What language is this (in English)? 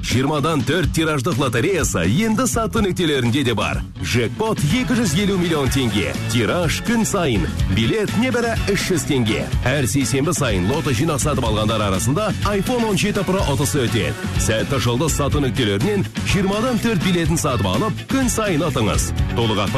Kazakh